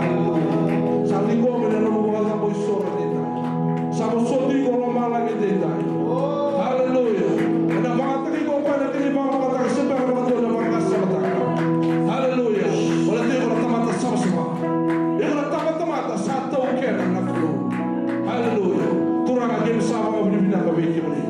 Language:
Fijian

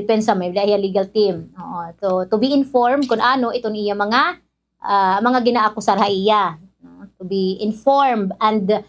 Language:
Waray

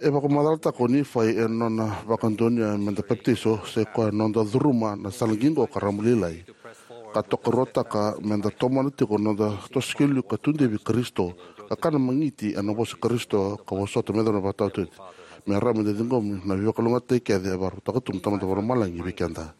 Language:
Fijian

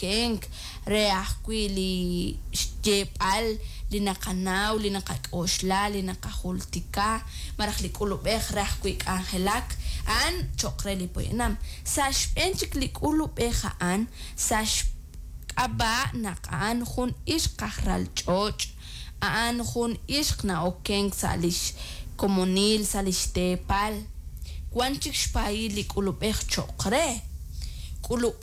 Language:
Kekchí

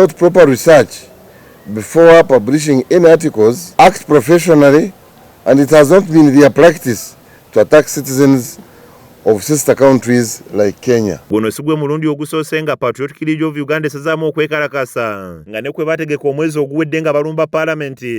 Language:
Ganda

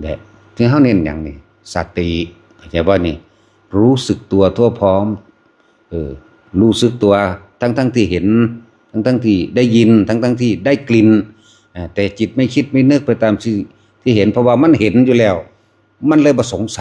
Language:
Lao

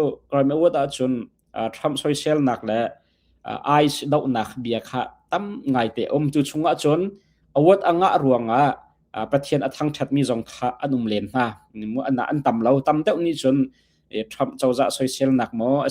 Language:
Hakha Chin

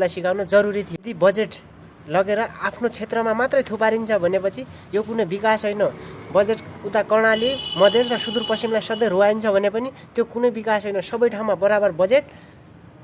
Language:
Nepali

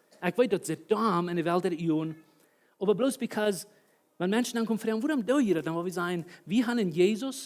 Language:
Plautdietsch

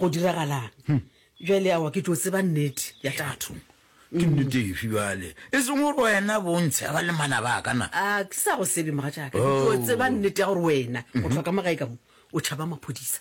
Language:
Northern Sotho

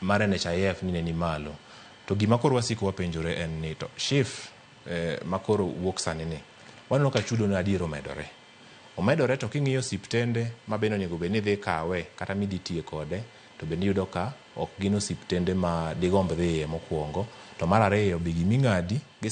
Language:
Luo (Kenya and Tanzania)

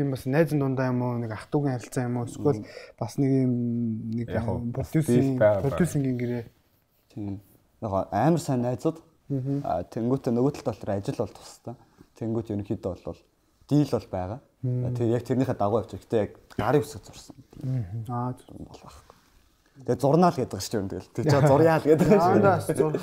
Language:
Mongolian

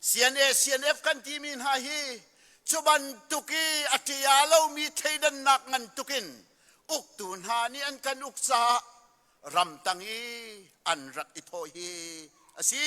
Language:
Hakha Chin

